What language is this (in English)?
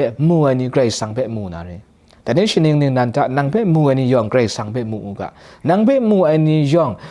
Kachin